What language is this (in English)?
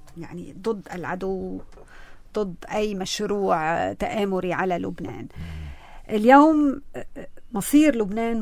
North Levantine Arabic